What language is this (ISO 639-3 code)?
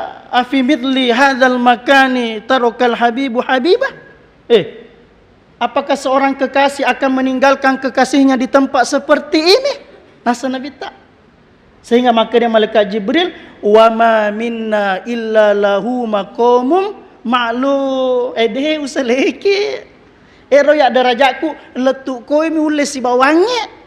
bug